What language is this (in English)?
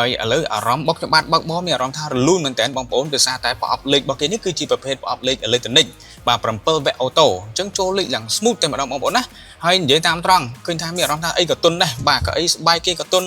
Khmer